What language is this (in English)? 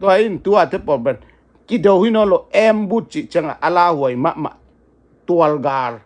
Tedim Chin